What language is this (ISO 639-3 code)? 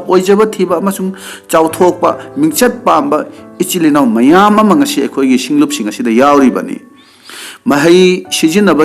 mni